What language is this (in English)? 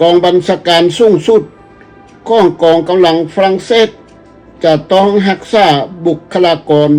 Lao